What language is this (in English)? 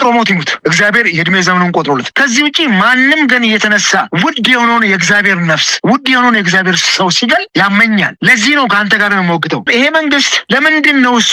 Amharic